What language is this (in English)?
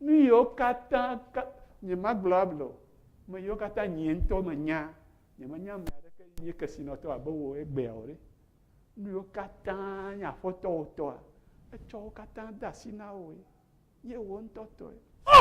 Ewe